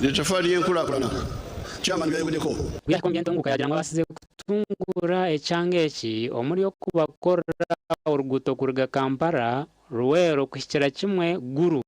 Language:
Nyankole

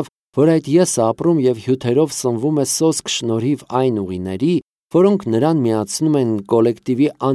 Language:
Armenian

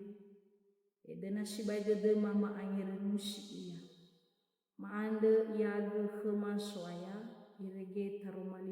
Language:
Nias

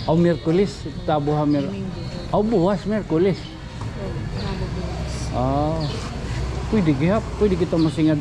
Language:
Waray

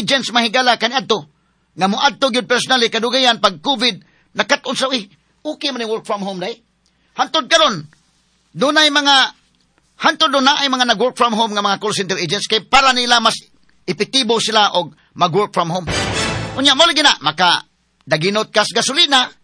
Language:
Cebuano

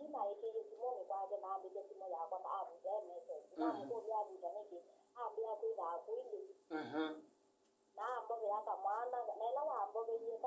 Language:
Kamba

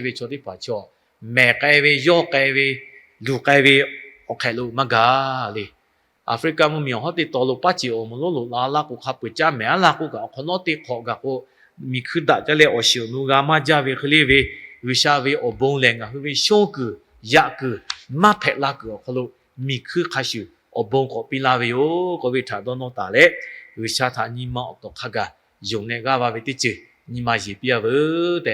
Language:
Lahu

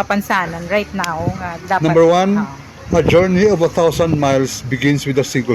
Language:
Hiligaynon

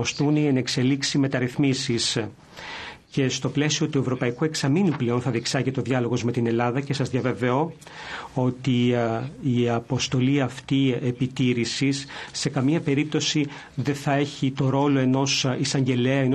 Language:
Greek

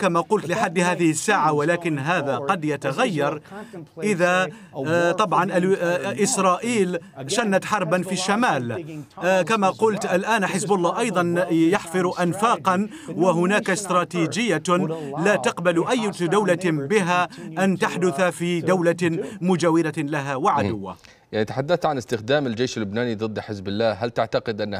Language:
Arabic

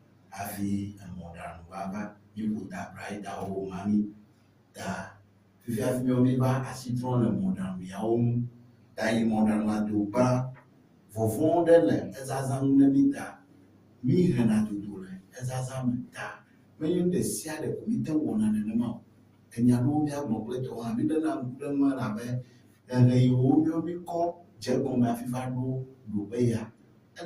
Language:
Ewe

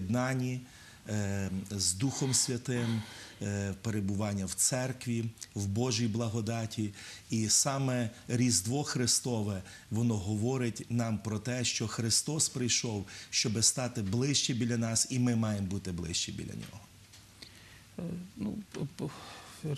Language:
Ukrainian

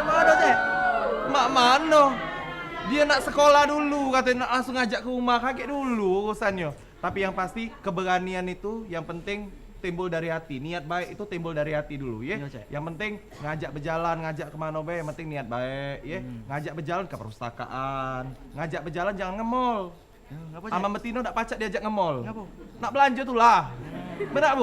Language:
Musi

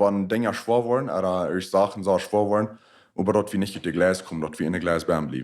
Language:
Plautdietsch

